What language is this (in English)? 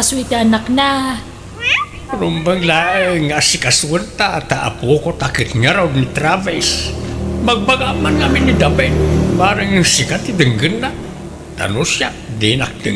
Iloko